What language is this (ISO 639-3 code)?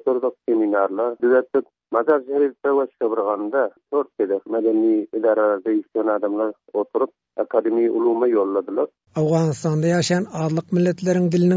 tuk